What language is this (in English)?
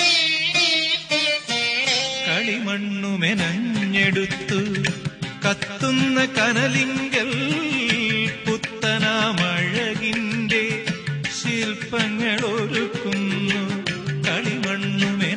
Malayalam